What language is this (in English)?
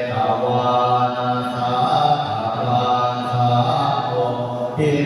Pali